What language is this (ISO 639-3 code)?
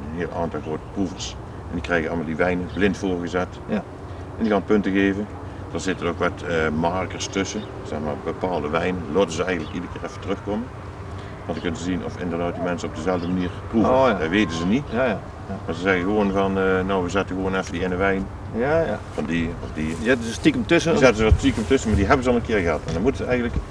nld